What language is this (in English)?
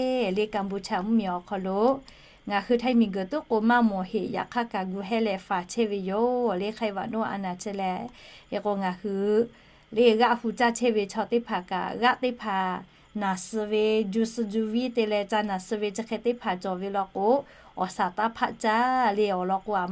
Lahu